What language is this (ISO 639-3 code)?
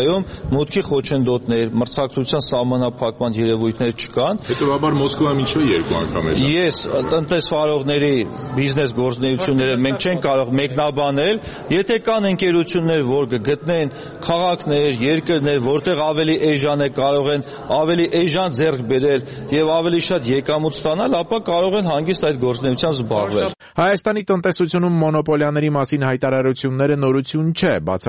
hye